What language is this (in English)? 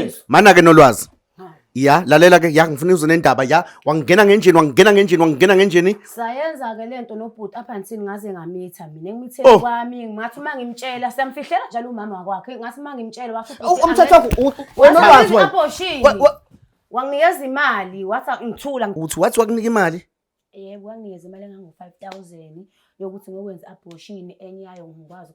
Zulu